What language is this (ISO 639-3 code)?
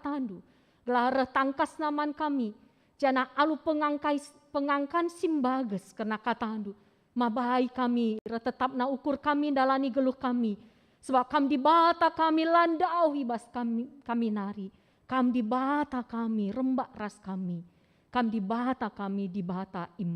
btx